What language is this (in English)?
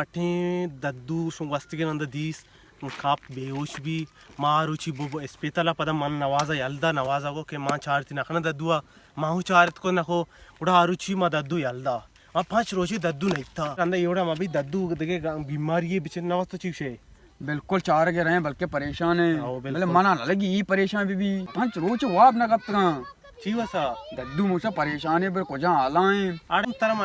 Baluchi